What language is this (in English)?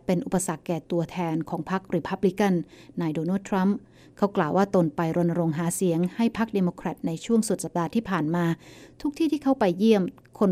Thai